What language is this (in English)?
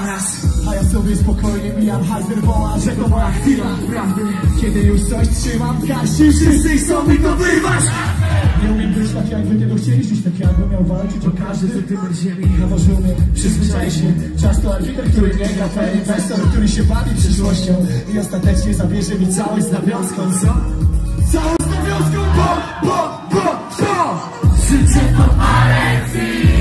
Polish